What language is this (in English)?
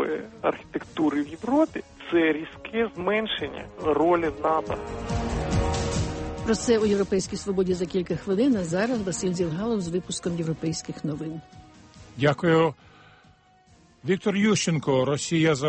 Ukrainian